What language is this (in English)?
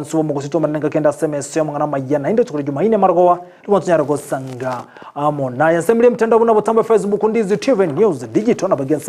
Gusii